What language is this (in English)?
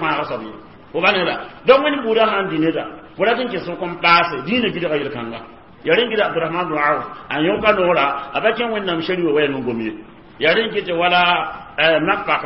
Mossi